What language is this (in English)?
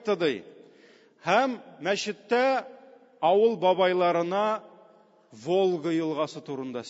Tatar